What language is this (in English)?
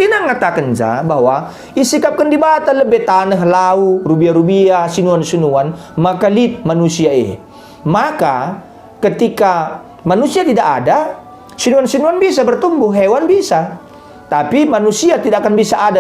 Batak Karo